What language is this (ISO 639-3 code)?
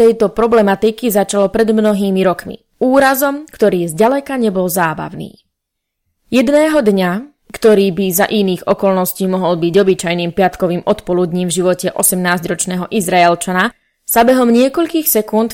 slk